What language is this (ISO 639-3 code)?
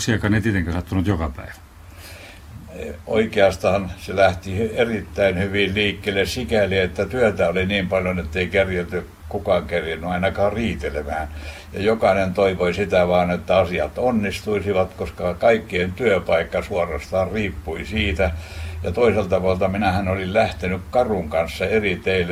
fin